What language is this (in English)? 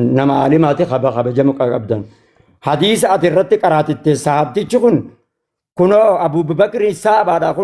Oromo